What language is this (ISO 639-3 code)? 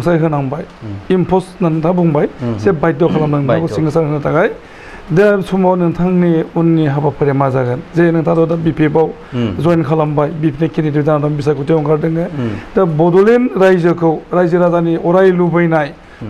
brx